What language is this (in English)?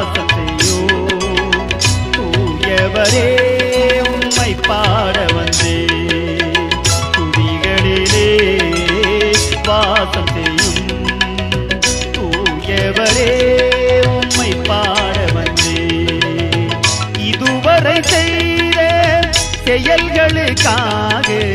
Tamil